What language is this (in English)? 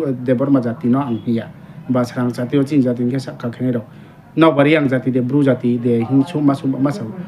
Riang (India)